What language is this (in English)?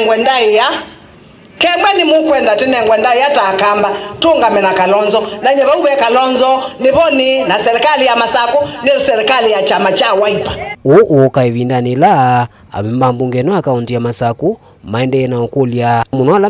Kamba